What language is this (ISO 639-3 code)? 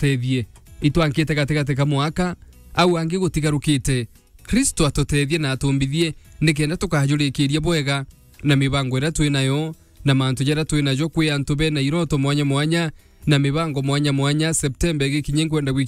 mer